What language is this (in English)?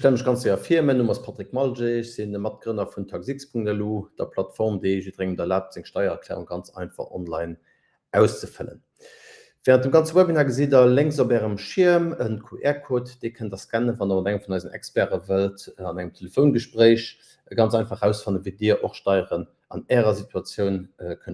Luxembourgish